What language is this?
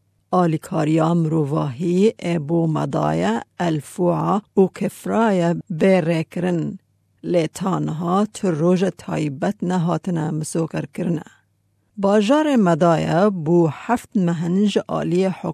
Kurdish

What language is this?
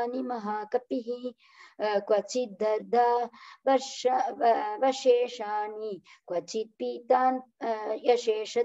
Sanskrit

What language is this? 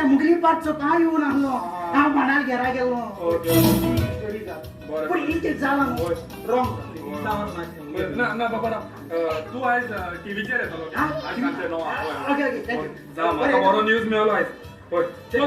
Konkani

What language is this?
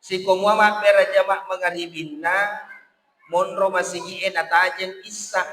Buginese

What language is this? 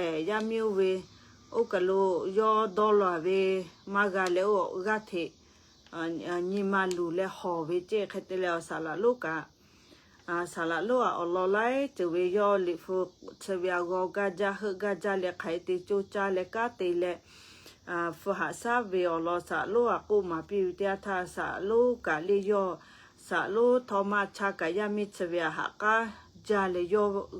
Lahu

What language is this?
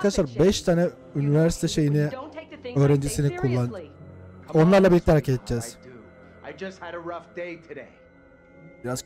Turkish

